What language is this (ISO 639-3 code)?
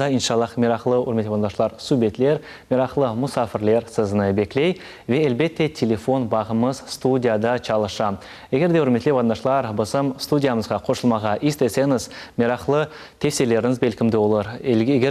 crh